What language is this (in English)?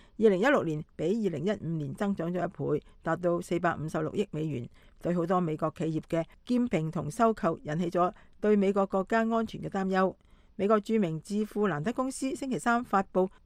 Cantonese